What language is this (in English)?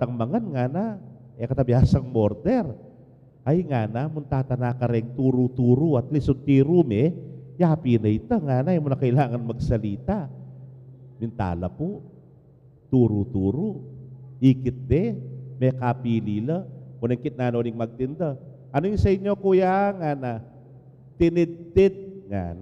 Pampanga